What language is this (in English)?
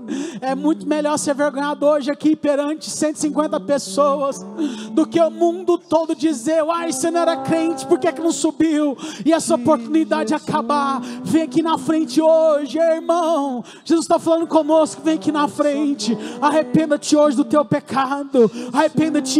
Portuguese